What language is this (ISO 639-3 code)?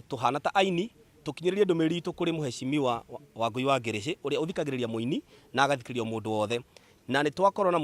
kik